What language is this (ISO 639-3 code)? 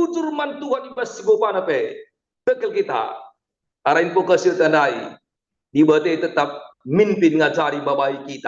btx